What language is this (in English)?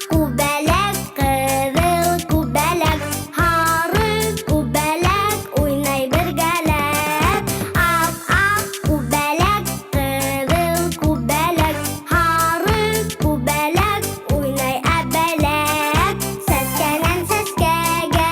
Bashkir